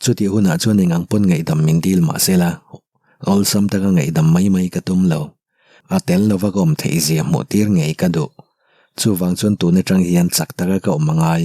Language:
Mizo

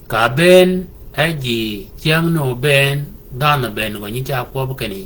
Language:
Shilluk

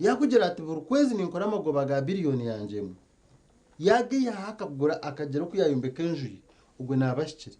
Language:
Nyankole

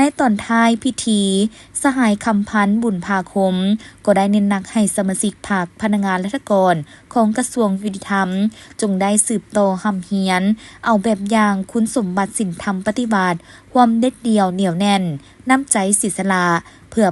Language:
Lao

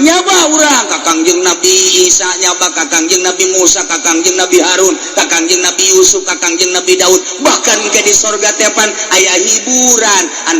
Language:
Sundanese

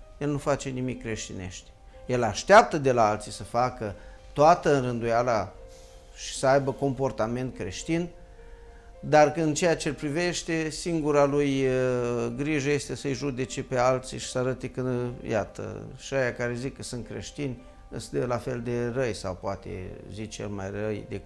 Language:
Romanian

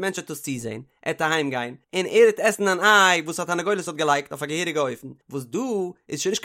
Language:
Yiddish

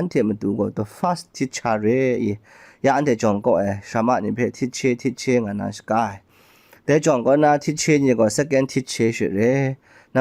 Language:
Kachin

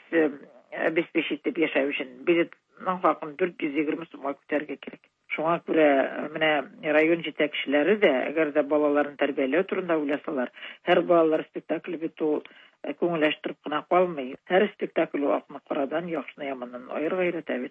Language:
Tatar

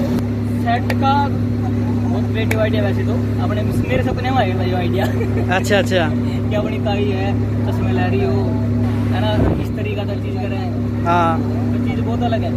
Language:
Haryanvi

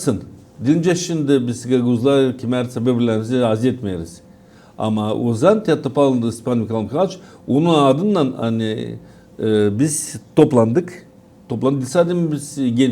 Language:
Gagauz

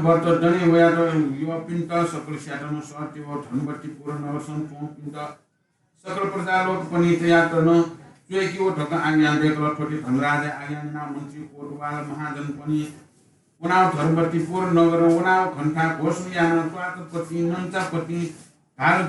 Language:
Newari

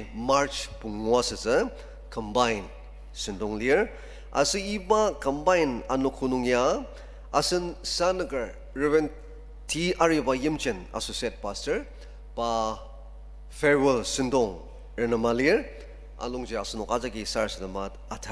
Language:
Ao Naga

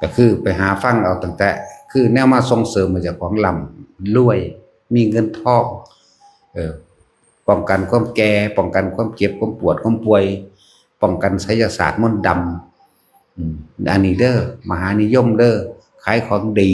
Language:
Northeastern Thai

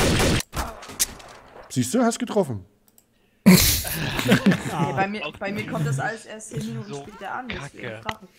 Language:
German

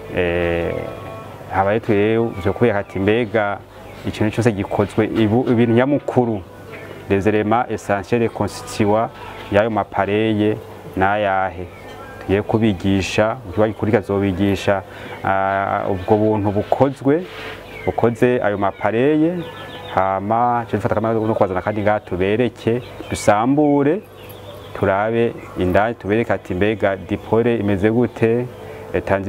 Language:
Rundi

